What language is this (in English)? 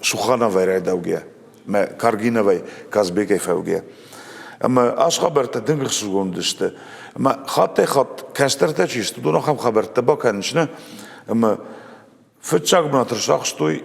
Ossetic